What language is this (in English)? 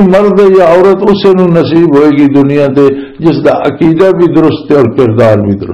Western Panjabi